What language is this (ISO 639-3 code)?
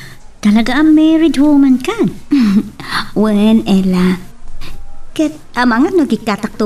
ilo